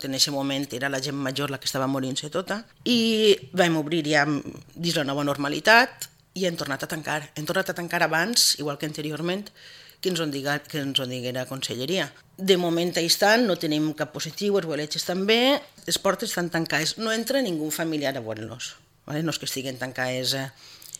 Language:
Catalan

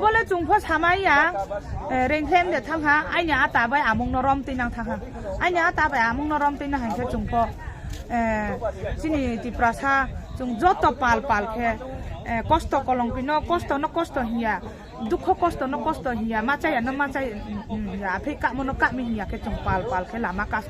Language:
Riang (India)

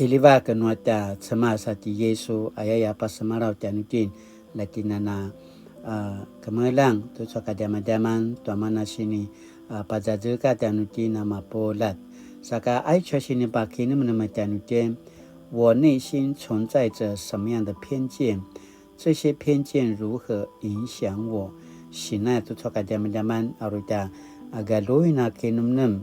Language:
Paiwan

